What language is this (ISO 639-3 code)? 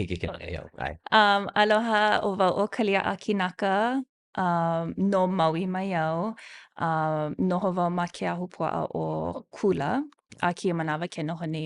haw